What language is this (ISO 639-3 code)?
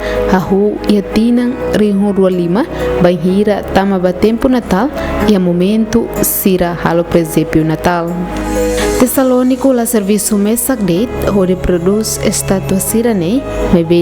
tet